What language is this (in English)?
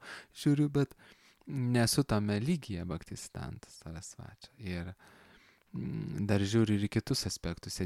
Lithuanian